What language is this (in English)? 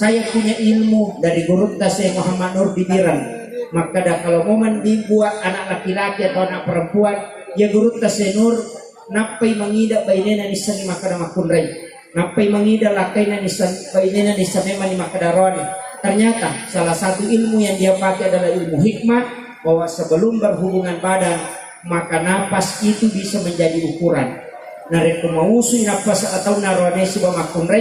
Buginese